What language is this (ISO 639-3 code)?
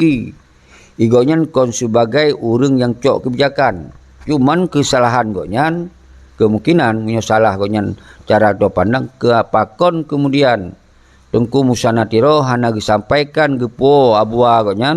ace